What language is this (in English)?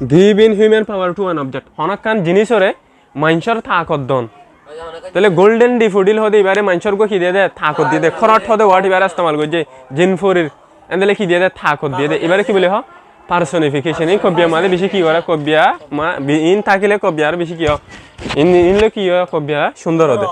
Rohingya